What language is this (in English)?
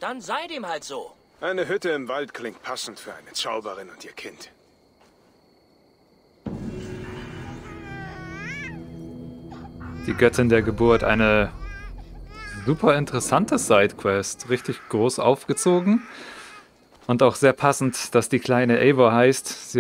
German